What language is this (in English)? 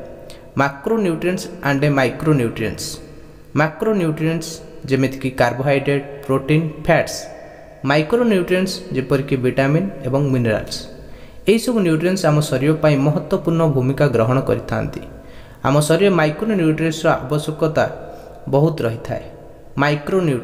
Odia